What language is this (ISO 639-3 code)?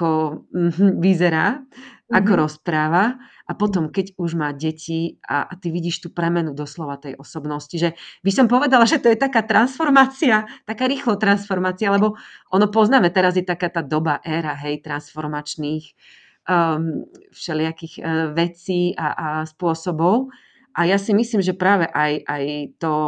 slk